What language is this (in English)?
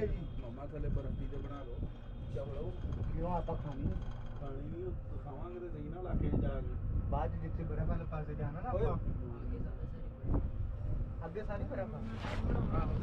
Punjabi